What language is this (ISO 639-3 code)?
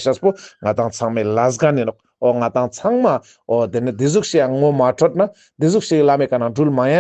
lbj